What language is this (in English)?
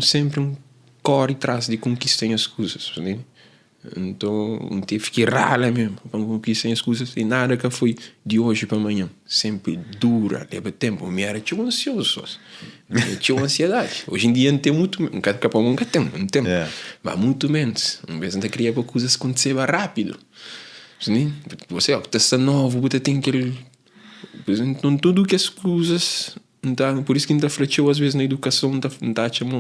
Kabuverdianu